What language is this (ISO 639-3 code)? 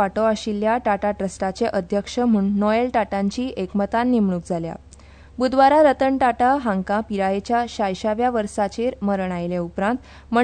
kok